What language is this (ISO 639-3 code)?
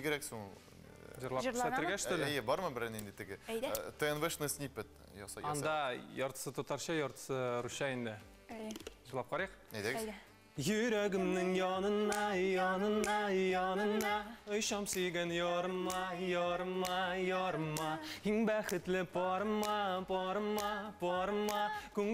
tat